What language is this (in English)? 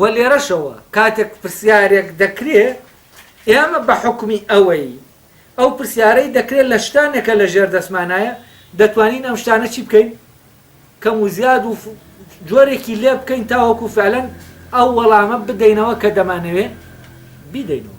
Central Kurdish